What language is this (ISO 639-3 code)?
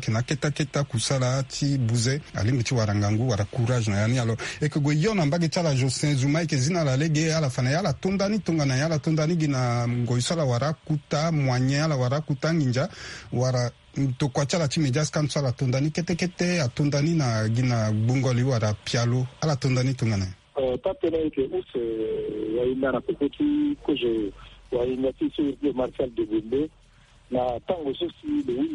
sag